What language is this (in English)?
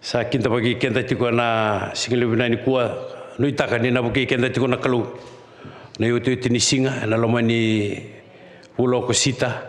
Fijian